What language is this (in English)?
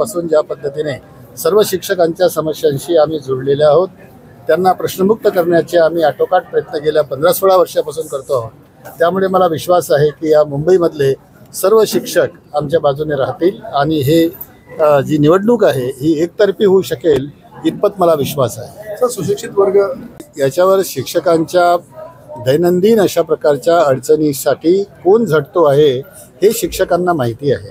Marathi